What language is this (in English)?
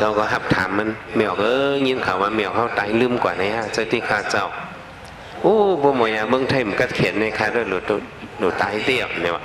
Shan